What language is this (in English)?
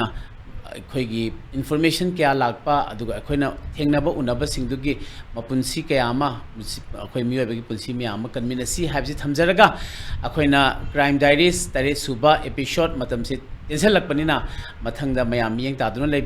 Manipuri